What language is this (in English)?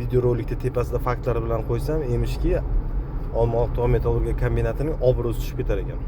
Uzbek